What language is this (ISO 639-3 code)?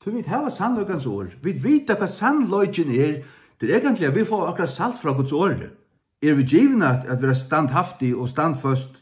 fao